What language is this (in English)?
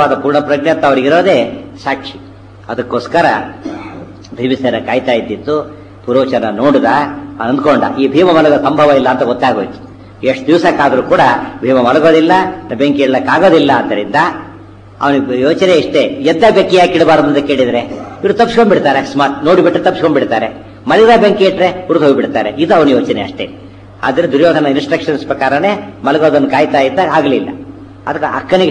Kannada